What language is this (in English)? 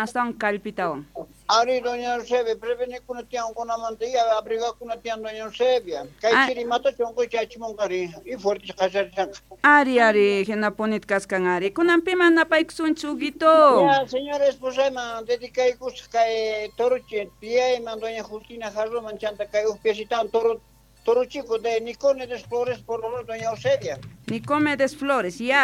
South Bolivian Quechua